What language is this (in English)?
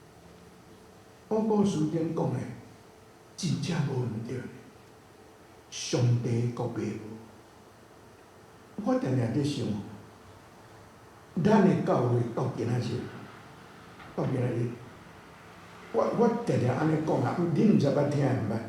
Min Nan Chinese